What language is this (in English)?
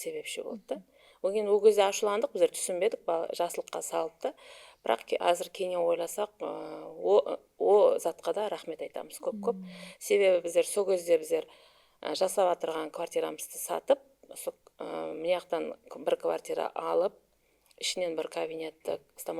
Kara-Kalpak